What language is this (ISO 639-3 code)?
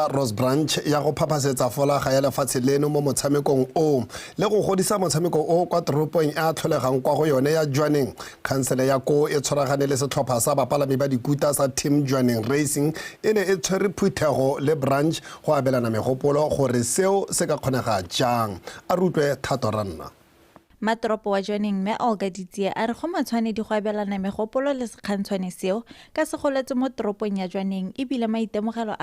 tsn